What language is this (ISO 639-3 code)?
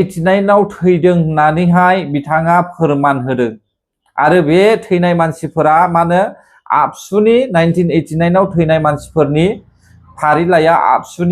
brx